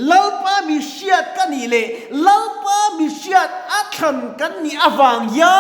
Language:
Mizo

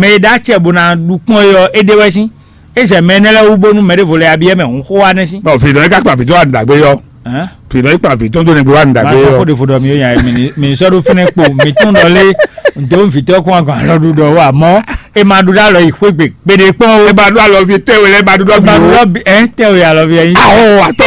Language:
Fon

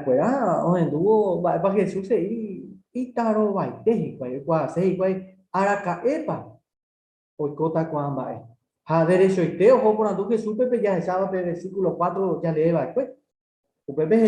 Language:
Guarani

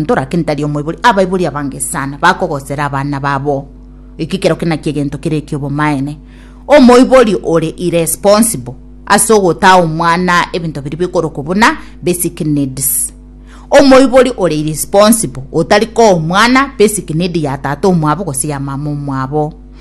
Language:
Gusii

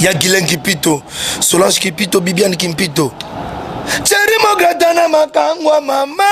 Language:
Lingala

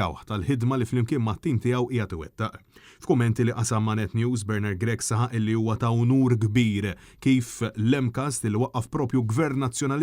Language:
Maltese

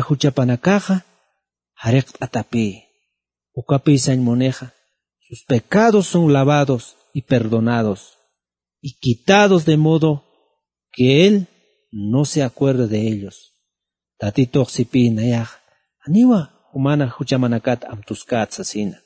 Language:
Aymara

